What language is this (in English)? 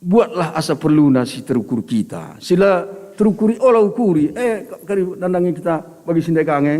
Batak Karo